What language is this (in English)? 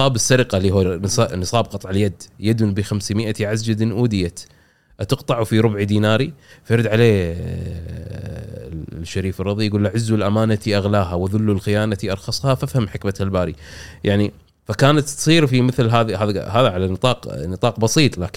Gulf Arabic